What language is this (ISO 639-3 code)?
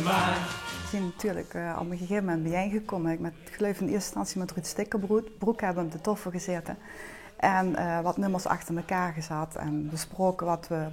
lim